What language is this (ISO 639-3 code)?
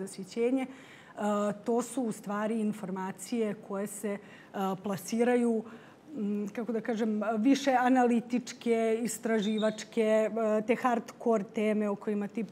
srp